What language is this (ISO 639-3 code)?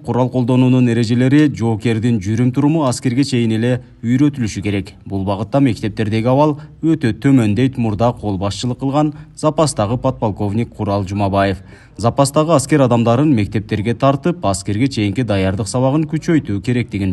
kir